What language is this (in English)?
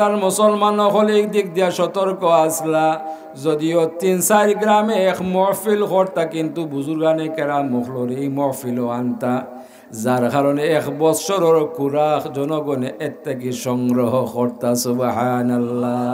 Sylheti